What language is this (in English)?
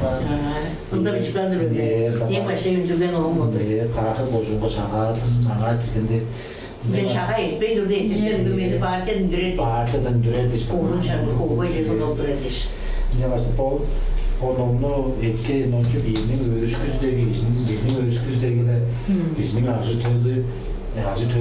Tuvinian